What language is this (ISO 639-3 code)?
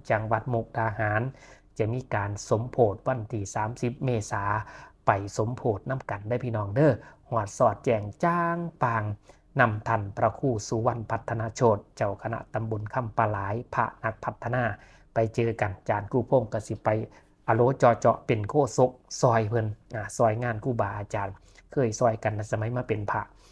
tts